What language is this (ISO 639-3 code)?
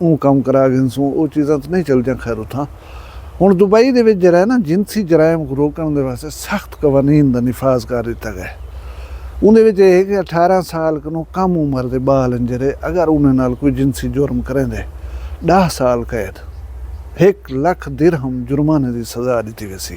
skr